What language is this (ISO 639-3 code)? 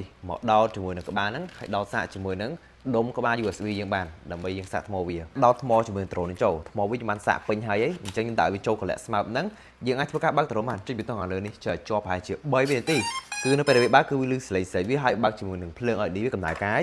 khm